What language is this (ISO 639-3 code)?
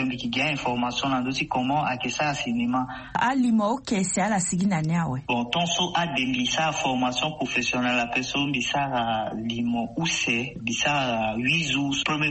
sag